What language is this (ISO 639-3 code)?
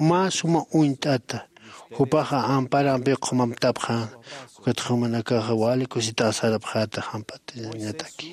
aym